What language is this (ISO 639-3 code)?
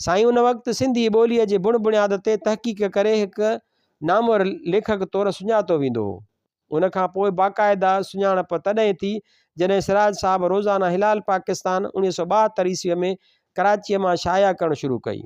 snd